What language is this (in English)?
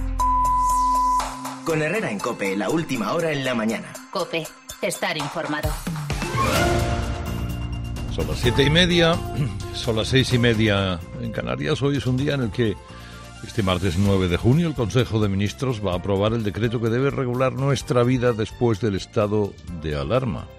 Spanish